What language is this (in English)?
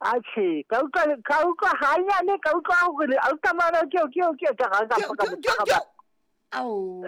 Southern Sotho